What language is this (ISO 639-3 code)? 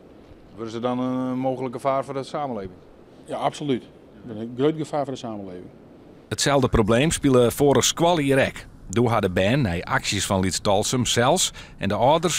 fry